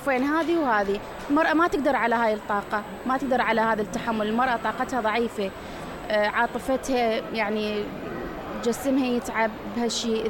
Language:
Mesopotamian Arabic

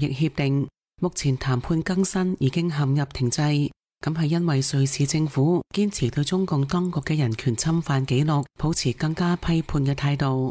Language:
Cantonese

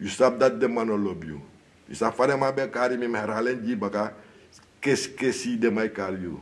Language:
Sranan Tongo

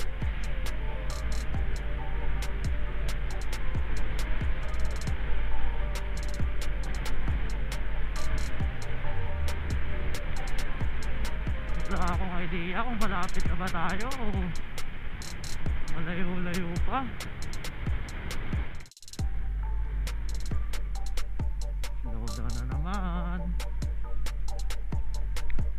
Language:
Filipino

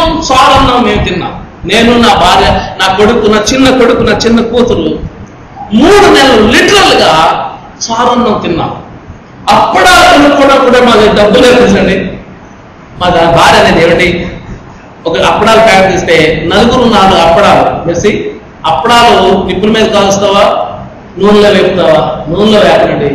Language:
Telugu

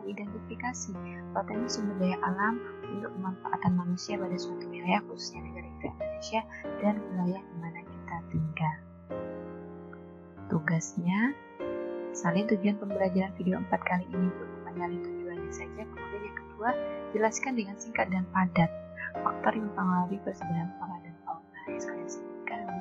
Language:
Indonesian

